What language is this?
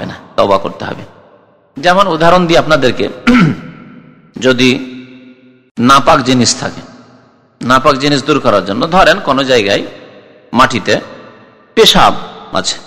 Bangla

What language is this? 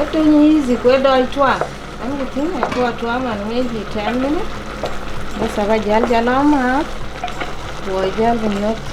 Dinka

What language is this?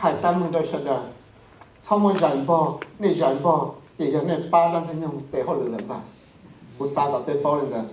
Hmong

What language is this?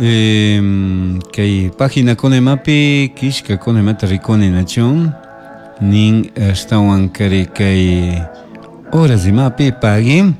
Chimborazo Highland Quichua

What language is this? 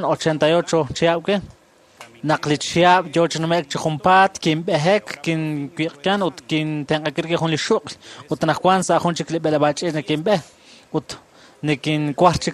Kekchí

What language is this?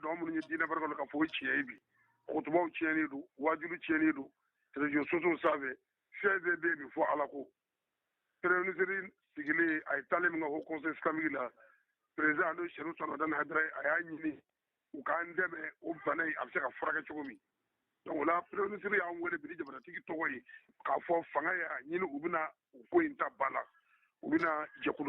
Bambara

